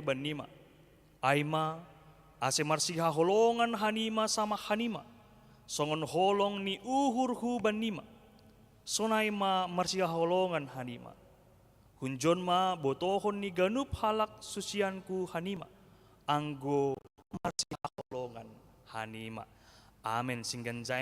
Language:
Batak Simalungun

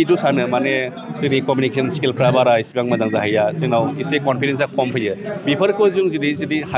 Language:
Bodo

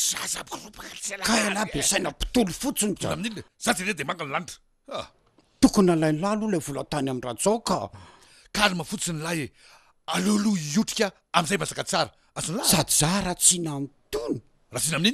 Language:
Malagasy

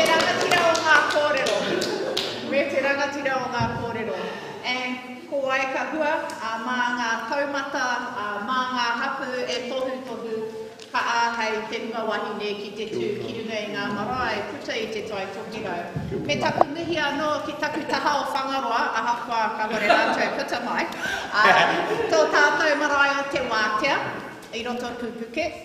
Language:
Māori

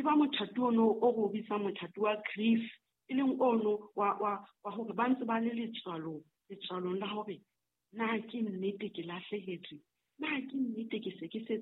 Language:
Southern Sotho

